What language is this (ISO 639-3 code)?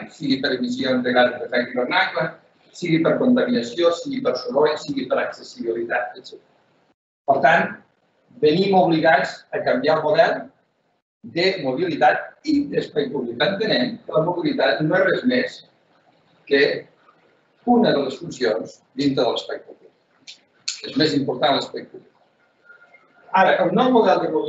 cat